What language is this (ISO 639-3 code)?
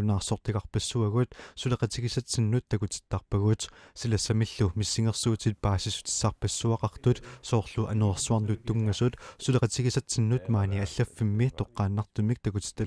kal